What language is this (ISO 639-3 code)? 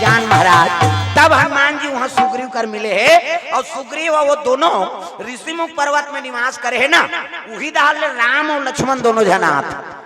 hne